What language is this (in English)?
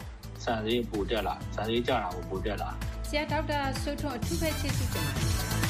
Burmese